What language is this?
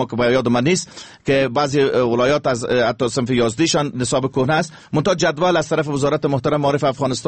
Persian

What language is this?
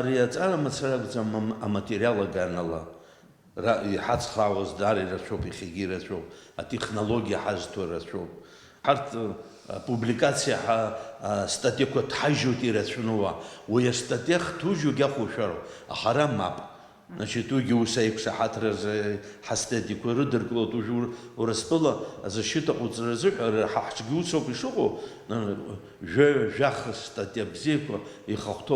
Abkhazian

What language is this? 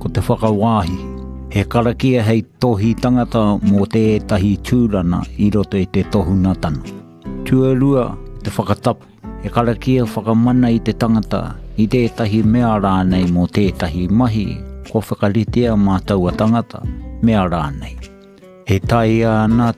Māori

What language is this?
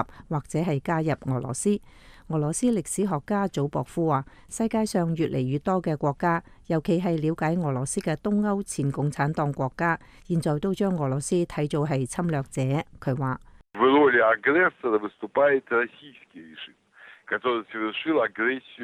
Cantonese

